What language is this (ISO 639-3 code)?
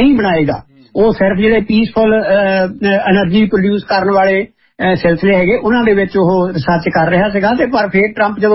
pan